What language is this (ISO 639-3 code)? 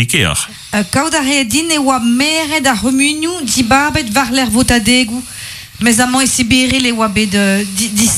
bre